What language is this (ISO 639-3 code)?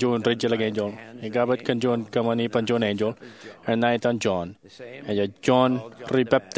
mah